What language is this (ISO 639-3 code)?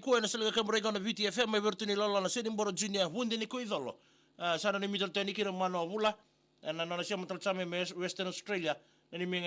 fij